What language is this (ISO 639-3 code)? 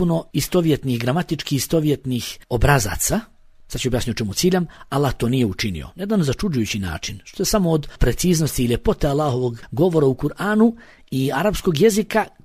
bos